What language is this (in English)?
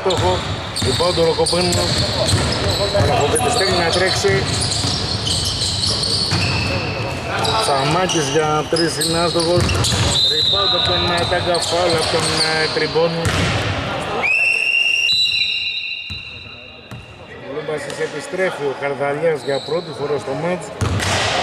Greek